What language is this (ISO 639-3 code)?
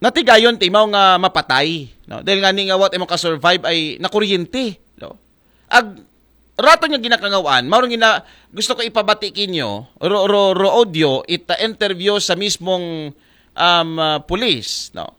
akl